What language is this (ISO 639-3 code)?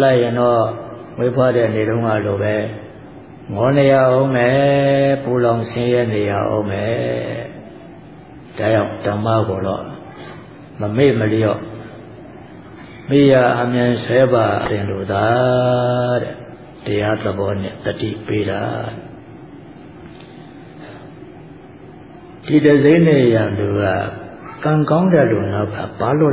mya